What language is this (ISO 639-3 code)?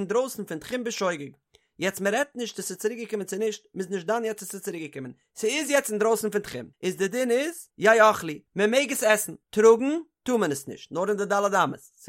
yid